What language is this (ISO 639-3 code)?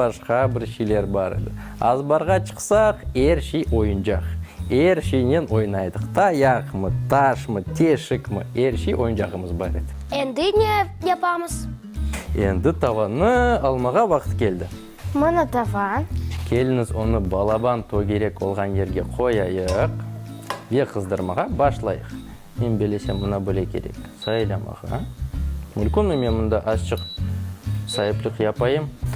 crh